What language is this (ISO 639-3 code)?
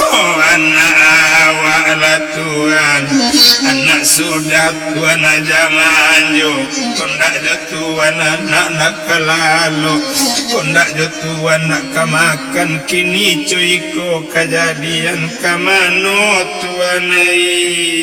min